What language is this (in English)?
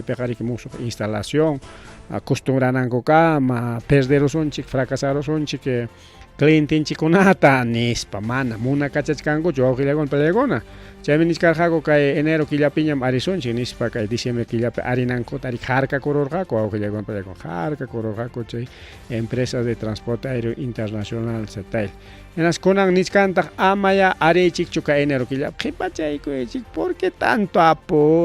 Ayacucho Quechua